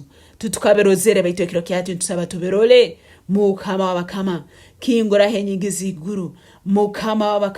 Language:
Nyankole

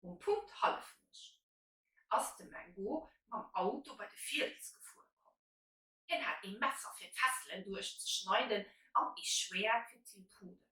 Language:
Luxembourgish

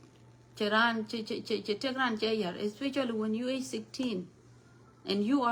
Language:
Nuer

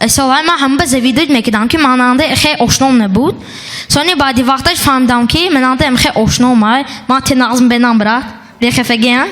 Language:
Tajik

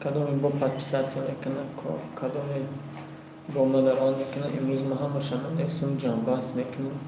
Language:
Tajik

